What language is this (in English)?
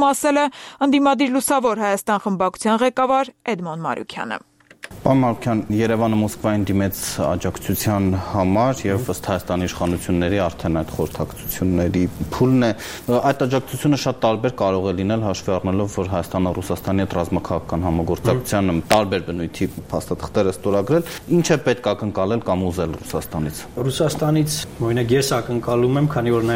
Armenian